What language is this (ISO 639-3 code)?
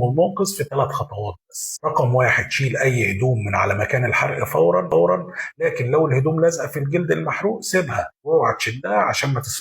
arz